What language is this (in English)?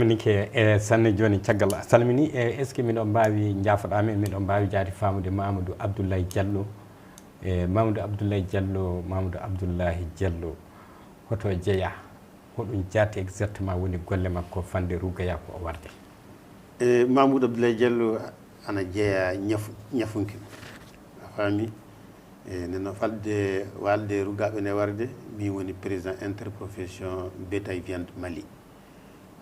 Fula